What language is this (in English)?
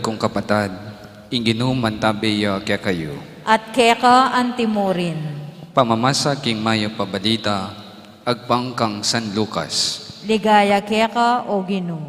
Pampanga